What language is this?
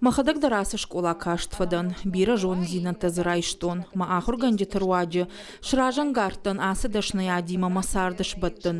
Ossetic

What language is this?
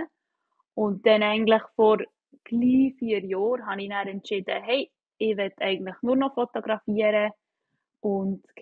Swiss German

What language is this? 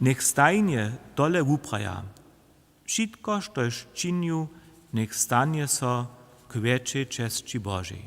Upper Sorbian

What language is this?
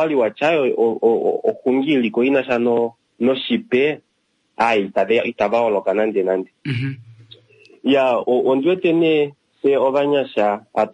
Kuanyama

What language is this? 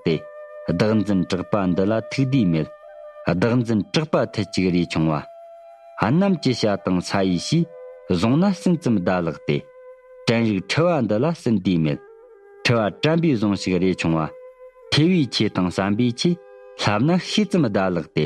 Tibetan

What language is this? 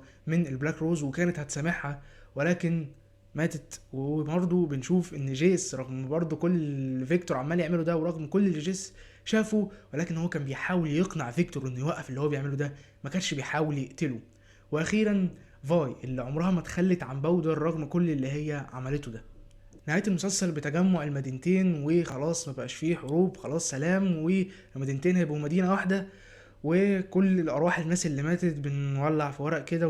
Egyptian Arabic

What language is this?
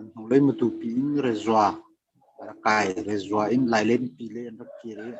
Hakha Chin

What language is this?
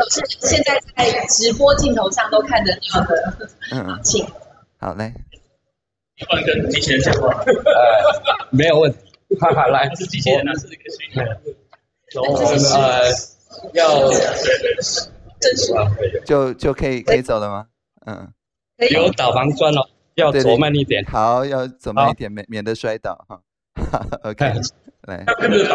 Chinese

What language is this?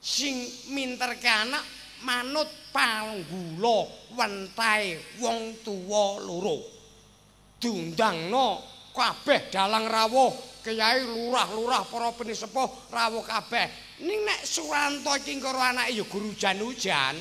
Javanese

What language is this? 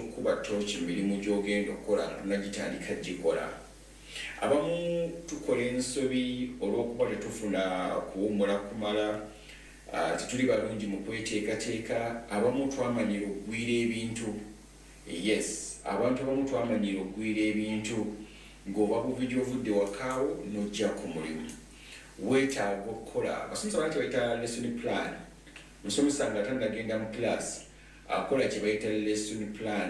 Ganda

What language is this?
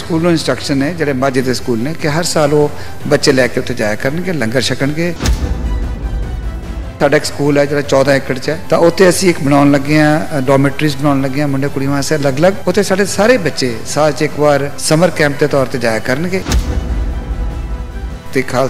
Punjabi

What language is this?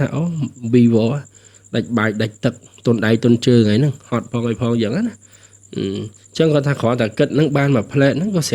Khmer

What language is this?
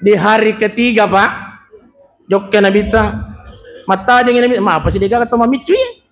Buginese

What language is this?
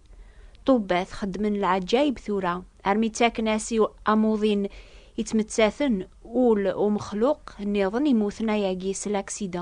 Kabyle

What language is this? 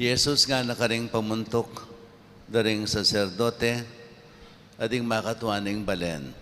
Pampanga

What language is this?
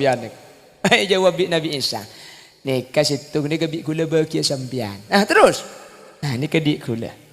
Madurese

